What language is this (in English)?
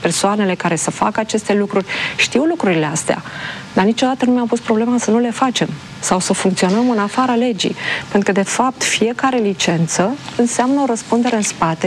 Romanian